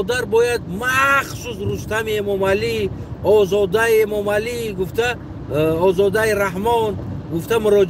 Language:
Tajik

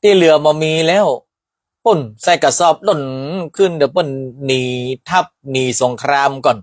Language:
Northern Thai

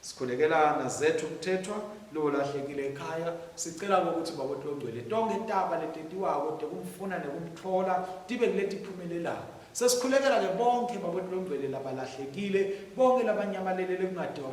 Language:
Swati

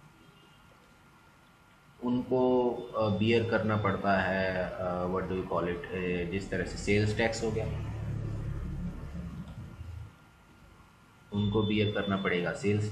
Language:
Hindi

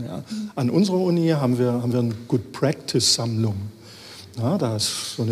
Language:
German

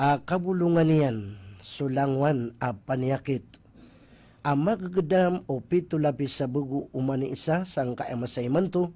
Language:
Maranao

